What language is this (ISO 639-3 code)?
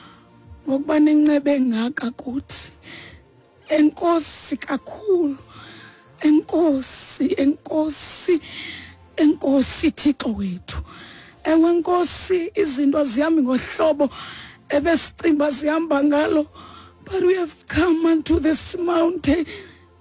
xho